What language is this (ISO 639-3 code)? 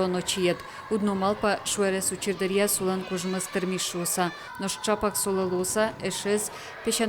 udm